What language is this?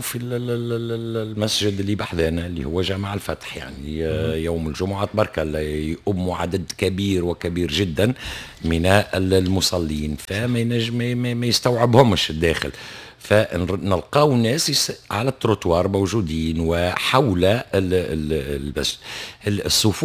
Tunisian Arabic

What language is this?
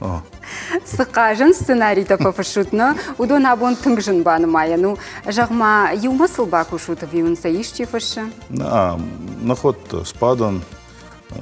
Ossetic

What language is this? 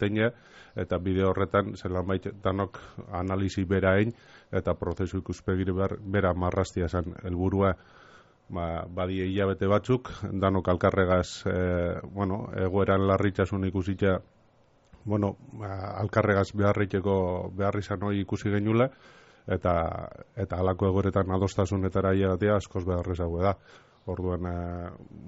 Basque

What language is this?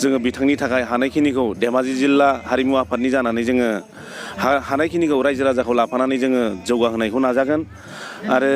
Bodo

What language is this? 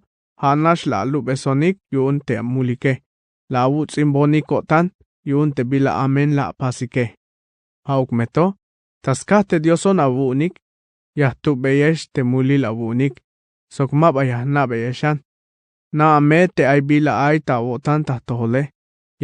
Tzeltal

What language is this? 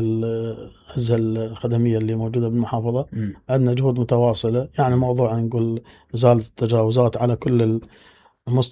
Mesopotamian Arabic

